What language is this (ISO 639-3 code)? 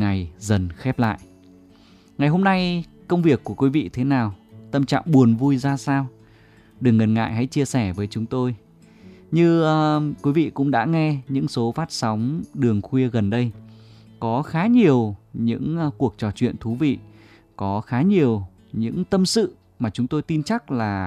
vie